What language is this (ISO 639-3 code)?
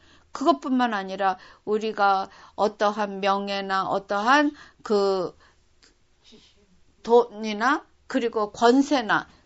kor